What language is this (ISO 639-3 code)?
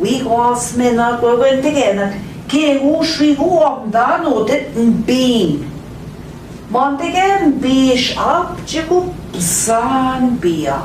ojc